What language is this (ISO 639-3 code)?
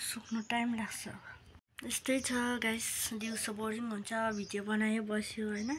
nep